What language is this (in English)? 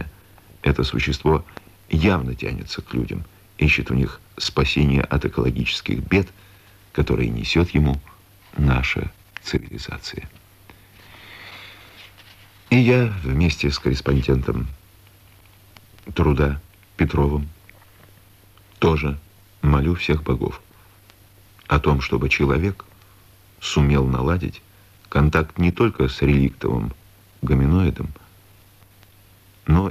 Russian